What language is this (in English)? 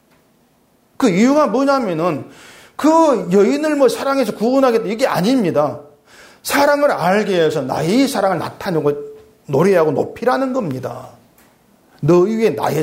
Korean